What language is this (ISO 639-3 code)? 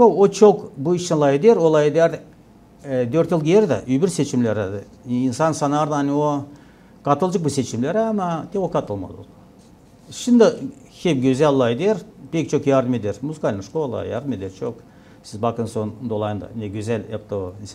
gag